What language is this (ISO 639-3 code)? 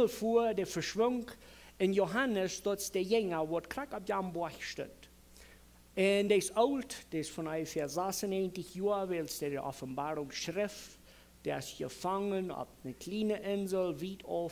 pdt